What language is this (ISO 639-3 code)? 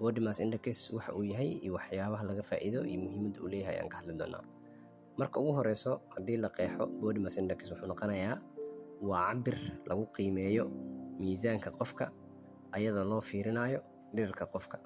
som